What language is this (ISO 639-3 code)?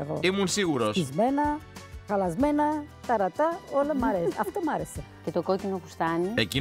ell